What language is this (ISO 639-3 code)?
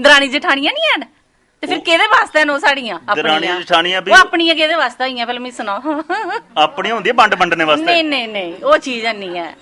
doi